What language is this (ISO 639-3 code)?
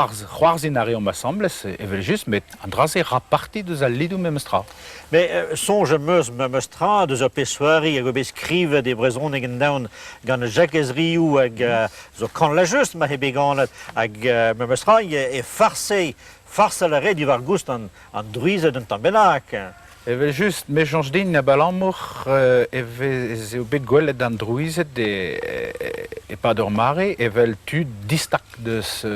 bre